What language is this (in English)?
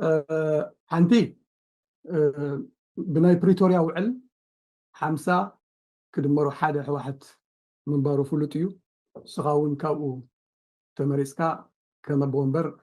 Tigrinya